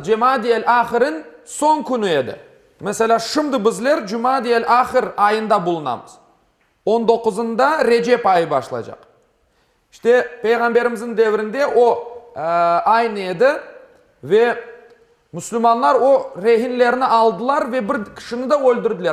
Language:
Crimean Tatar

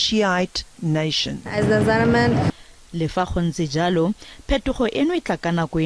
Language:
Tswana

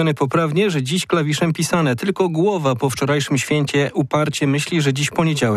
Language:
Polish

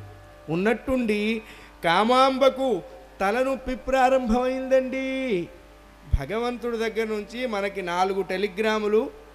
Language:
Telugu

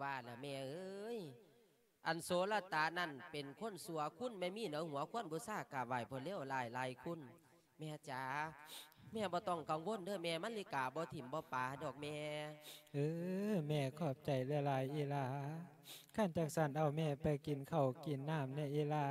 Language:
Lao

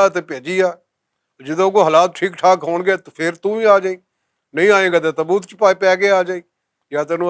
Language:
Western Panjabi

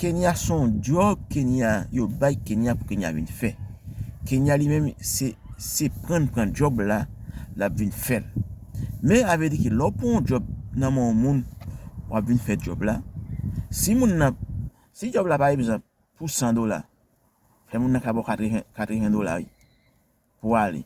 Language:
Haitian Creole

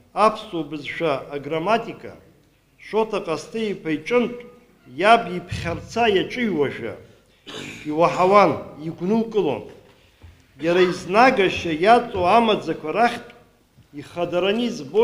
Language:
Abkhazian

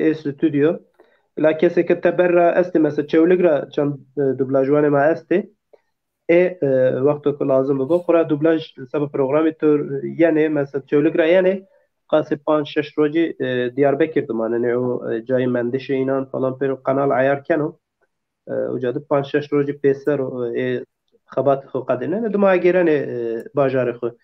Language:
Zaza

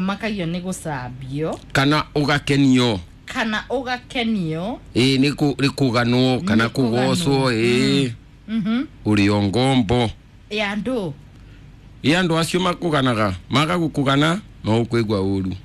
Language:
Kikuyu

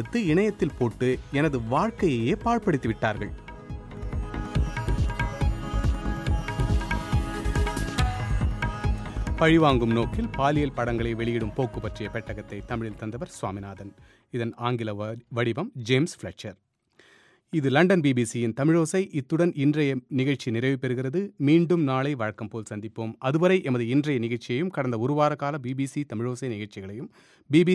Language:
Tamil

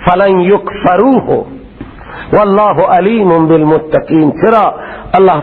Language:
Persian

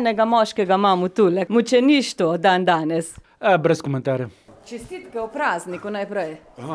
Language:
Slovenian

